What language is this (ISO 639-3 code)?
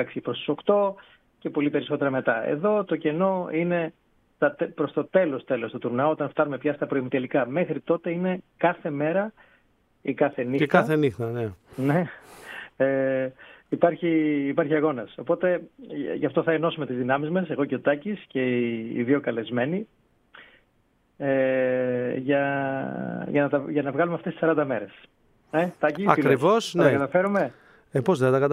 ell